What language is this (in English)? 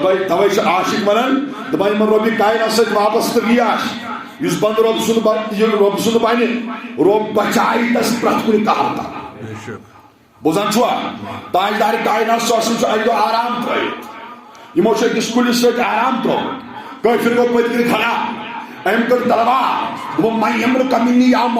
Kashmiri